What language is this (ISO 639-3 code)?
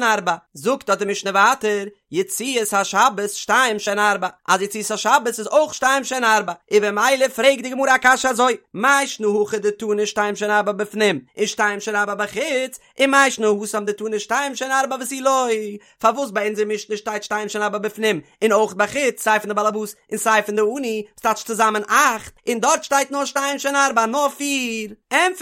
yid